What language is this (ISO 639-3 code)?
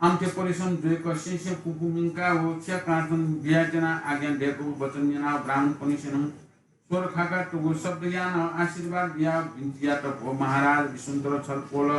new